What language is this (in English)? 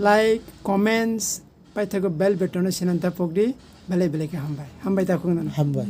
Kok Borok